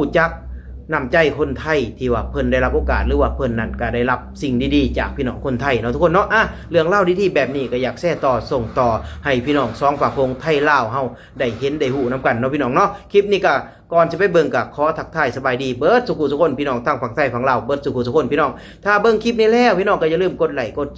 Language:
Lao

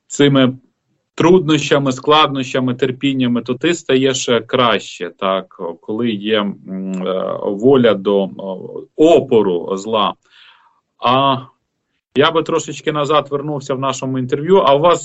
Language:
Ukrainian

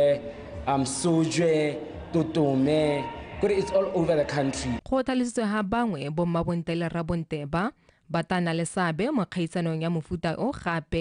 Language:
Tswana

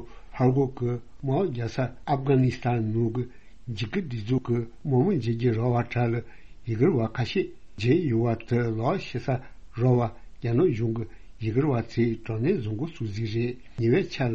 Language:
Tibetan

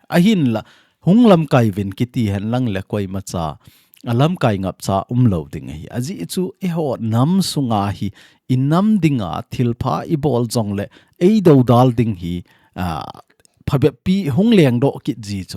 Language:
Thado Chin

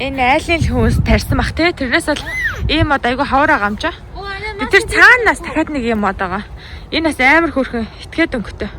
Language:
Mongolian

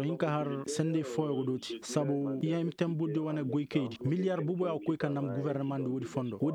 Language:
Koyraboro Senni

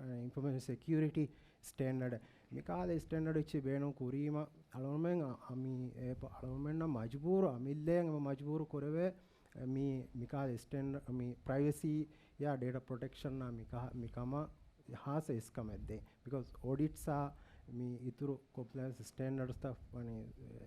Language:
Divehi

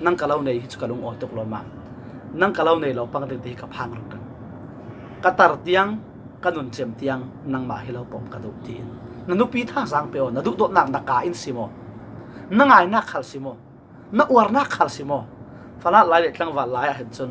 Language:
Falam Chin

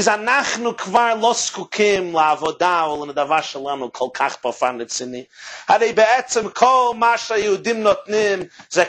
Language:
Hebrew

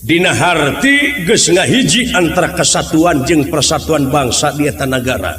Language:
Sundanese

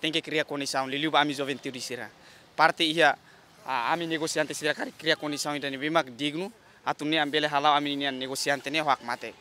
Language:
Tetum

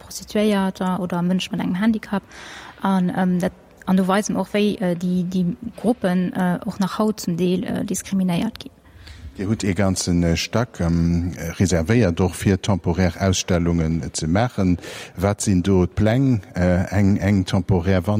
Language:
Luxembourgish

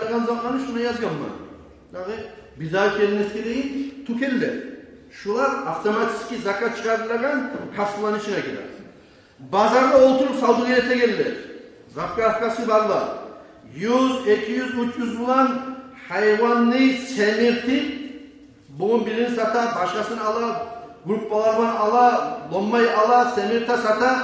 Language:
Kumyk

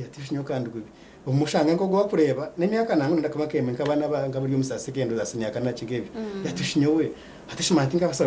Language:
Nyankole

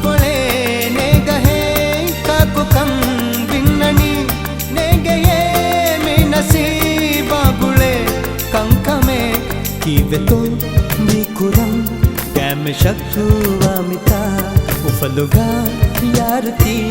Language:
Divehi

